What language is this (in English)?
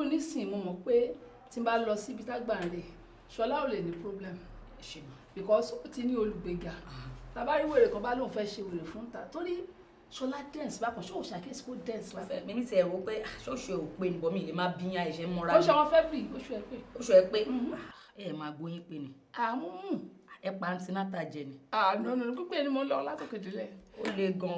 Yoruba